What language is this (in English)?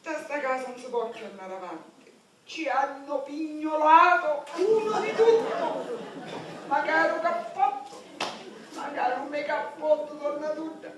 Sicilian